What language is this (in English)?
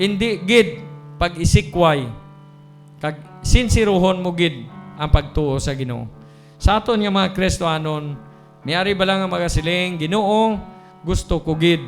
Hiligaynon